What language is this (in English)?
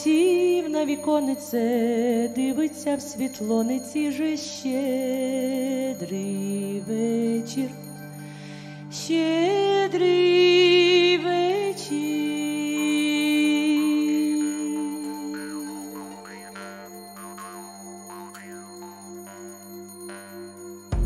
Ukrainian